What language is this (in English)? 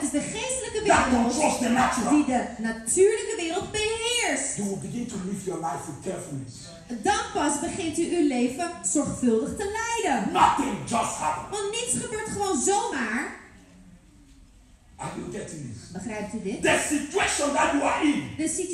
Dutch